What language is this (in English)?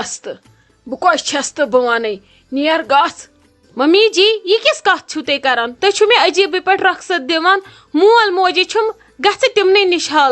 Kashmiri